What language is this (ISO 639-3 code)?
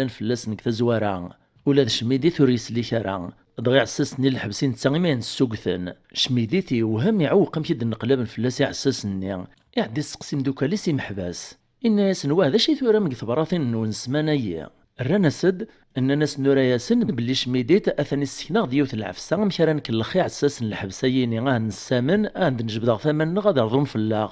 kab